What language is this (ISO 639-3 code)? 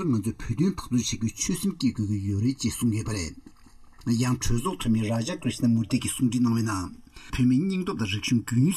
bod